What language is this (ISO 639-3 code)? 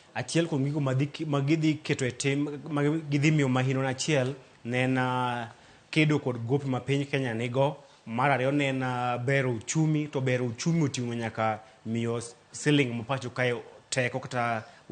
luo